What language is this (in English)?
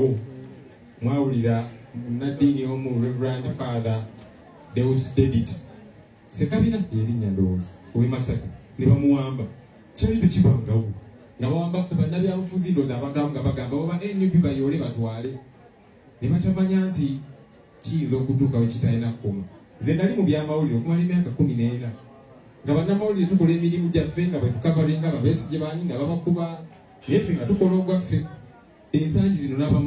Ganda